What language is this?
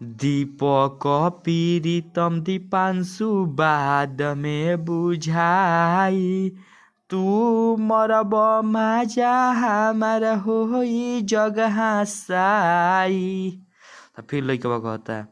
Bhojpuri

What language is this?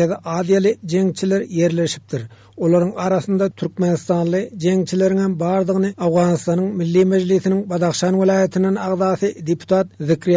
Turkmen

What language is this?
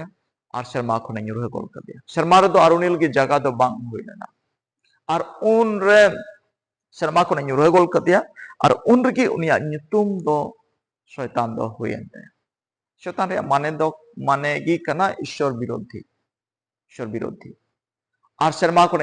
Santali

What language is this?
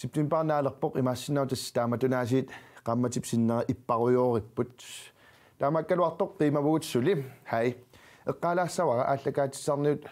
Kalaallisut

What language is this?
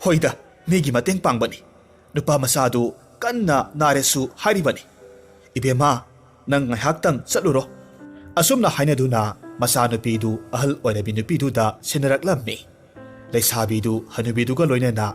Manipuri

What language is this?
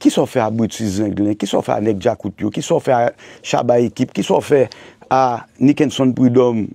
Haitian Creole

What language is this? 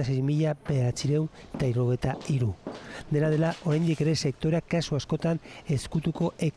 Basque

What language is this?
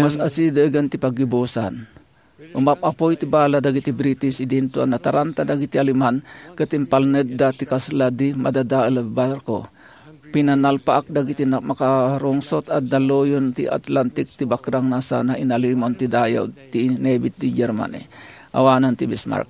Iloko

